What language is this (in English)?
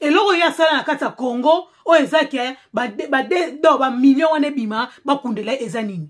Lingala